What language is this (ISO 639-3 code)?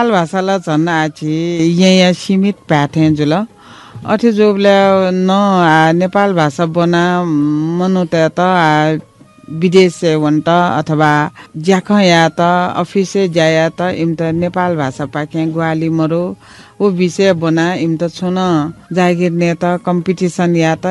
new